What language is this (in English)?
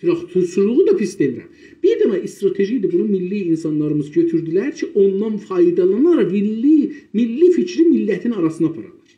South Azerbaijani